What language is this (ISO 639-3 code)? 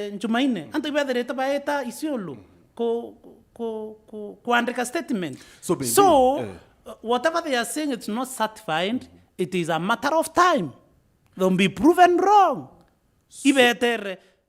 mer